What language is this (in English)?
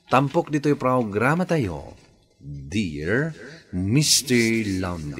Iloko